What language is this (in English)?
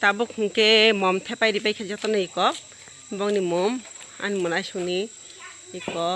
Kok Borok